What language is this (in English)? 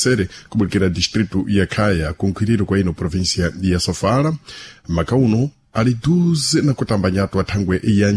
Sena